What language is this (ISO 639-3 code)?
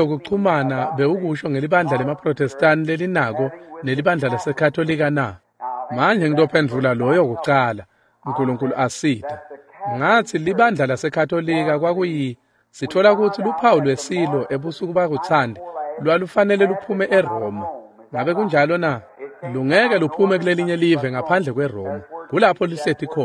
ssw